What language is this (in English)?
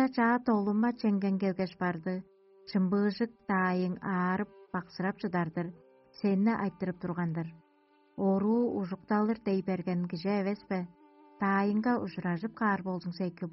Tuvinian